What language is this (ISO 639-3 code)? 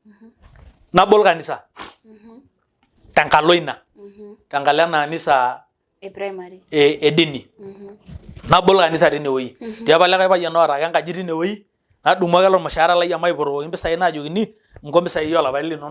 mas